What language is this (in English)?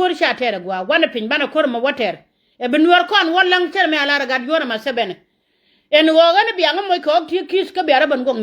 Nuer